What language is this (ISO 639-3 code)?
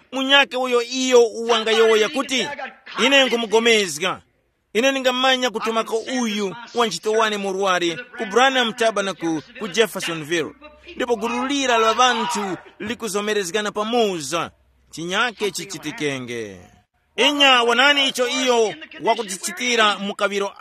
tum